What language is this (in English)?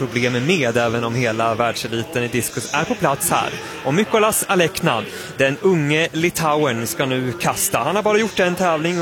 Swedish